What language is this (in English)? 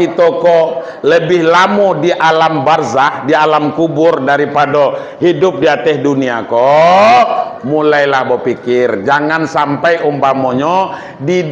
Minangkabau